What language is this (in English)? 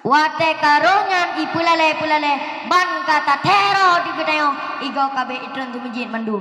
Achinese